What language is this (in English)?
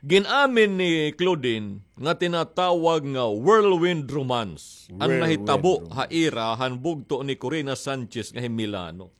Waray